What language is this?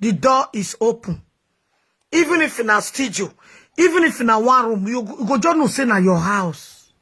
Nigerian Pidgin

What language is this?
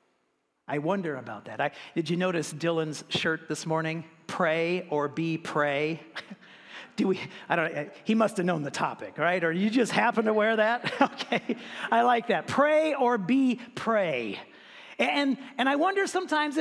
English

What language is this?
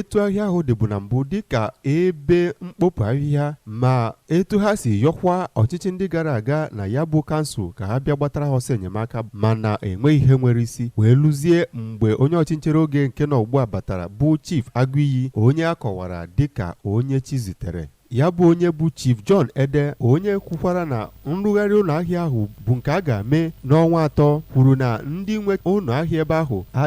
Igbo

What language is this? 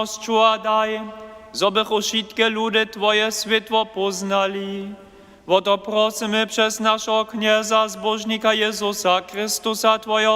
Upper Sorbian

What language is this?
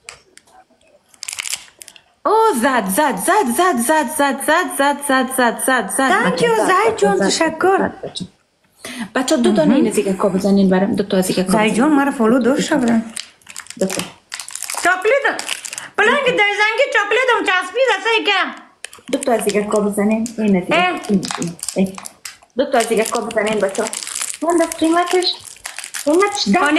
Persian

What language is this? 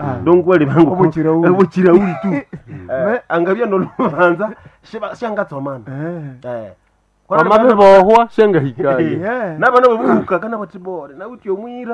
Nande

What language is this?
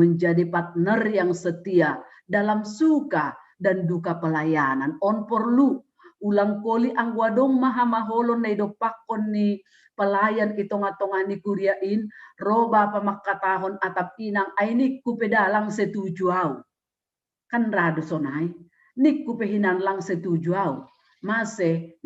Batak Simalungun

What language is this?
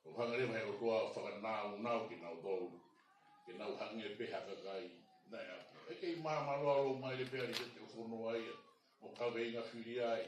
Tongan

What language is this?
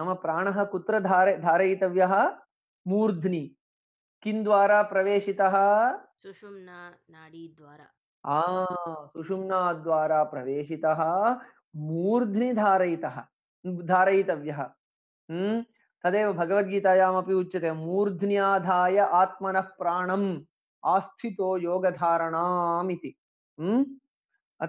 Sanskrit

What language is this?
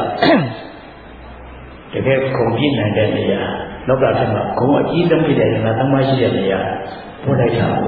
Burmese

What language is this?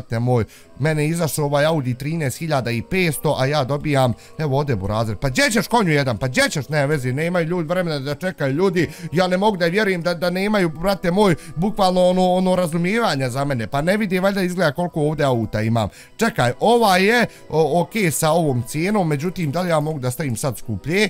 Bosnian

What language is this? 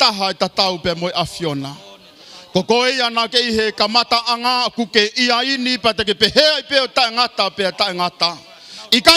Tongan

